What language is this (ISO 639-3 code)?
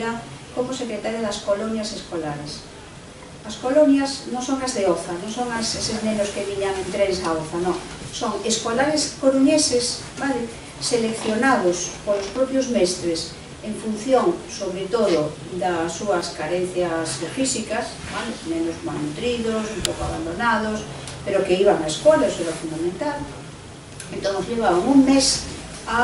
glg